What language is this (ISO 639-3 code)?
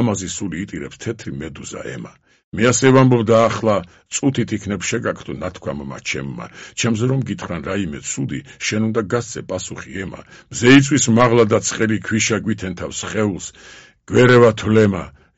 kat